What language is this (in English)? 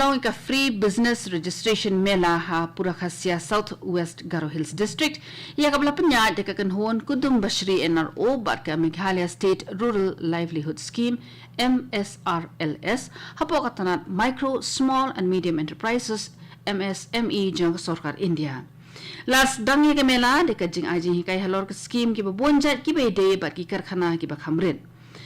Khasi